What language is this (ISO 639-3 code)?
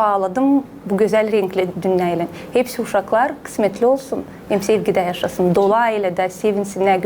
gag